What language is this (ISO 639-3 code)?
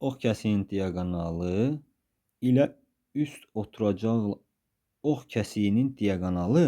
aze